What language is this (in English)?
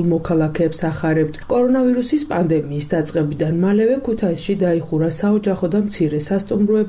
Georgian